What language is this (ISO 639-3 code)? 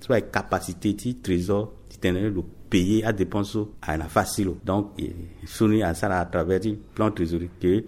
sag